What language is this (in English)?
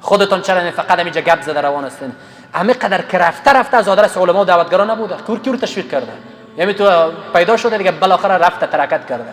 Persian